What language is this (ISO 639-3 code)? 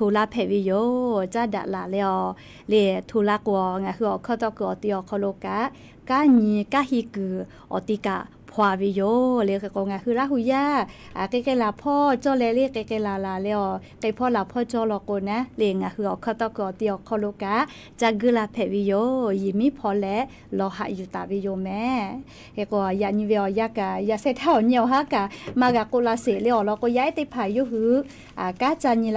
lhu